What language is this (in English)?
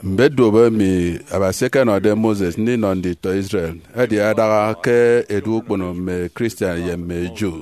Efik